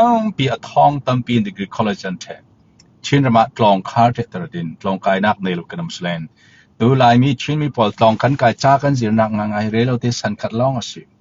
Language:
Falam Chin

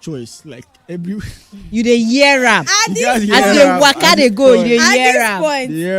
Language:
Nigerian Pidgin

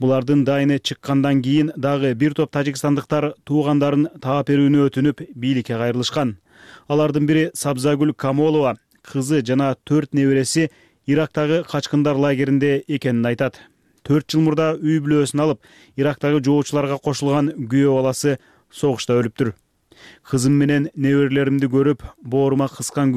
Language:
Kyrgyz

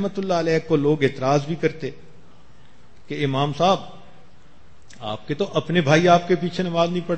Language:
Urdu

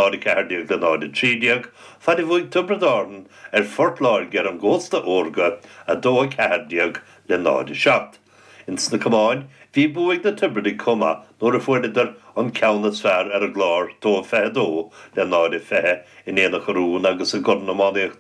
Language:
Irish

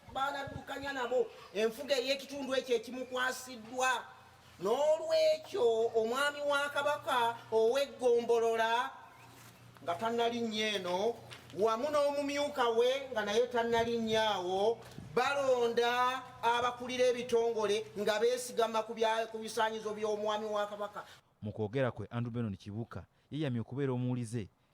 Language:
Ganda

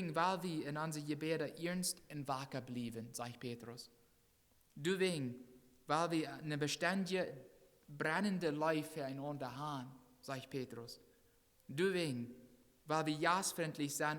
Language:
Plautdietsch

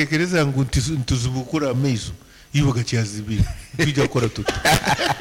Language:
Nyankole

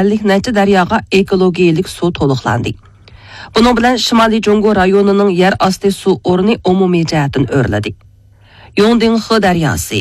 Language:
Uyghur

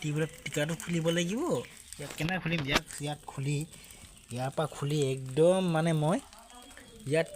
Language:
Assamese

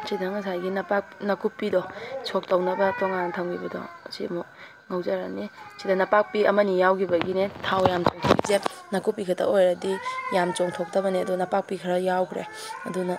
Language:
Manipuri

